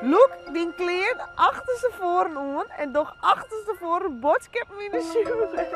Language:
Western Frisian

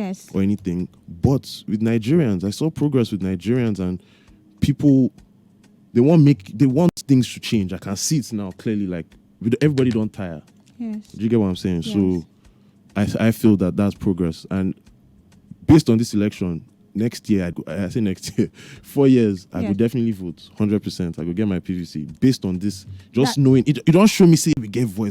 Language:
Nigerian Pidgin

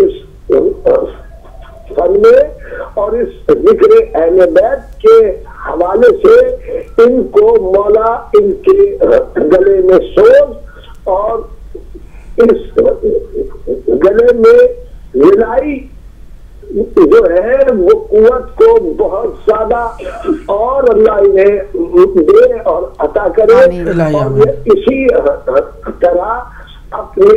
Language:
Urdu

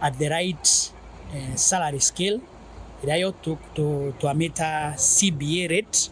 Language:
Meru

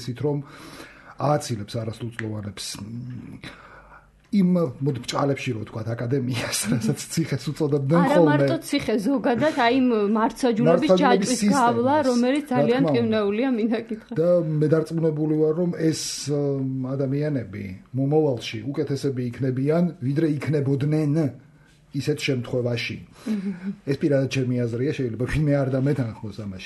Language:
Georgian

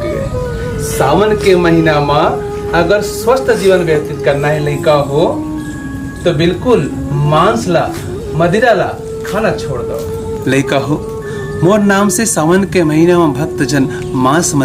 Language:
Chhattisgarhi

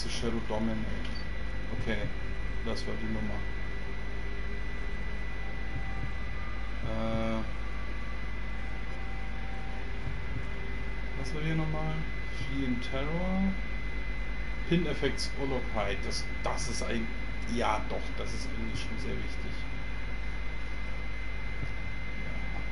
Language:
English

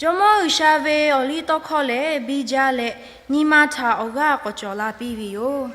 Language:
Lahu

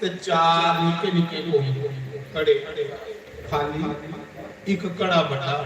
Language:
Dogri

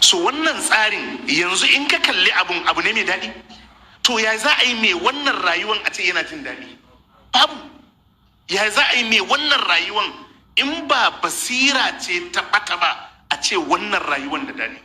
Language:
Hausa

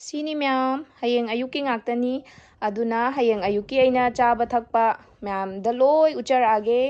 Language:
Manipuri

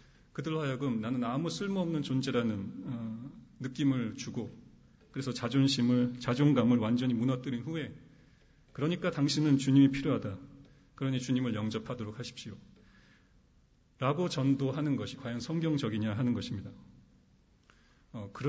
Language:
Korean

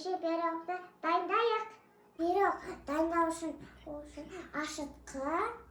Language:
Kazakh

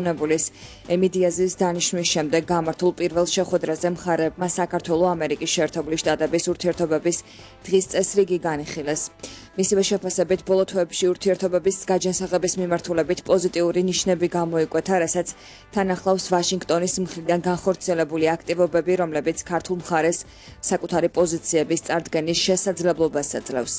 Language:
Georgian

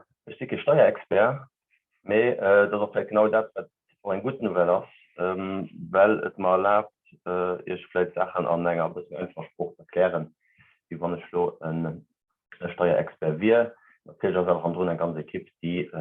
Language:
Luxembourgish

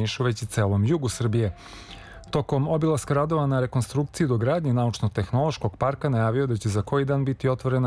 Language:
Serbian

